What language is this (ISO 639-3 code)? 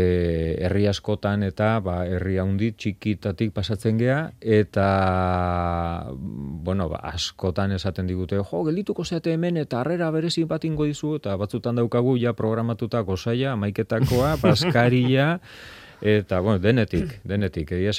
eus